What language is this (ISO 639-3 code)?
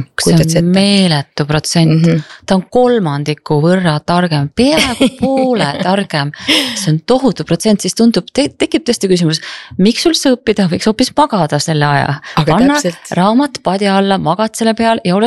est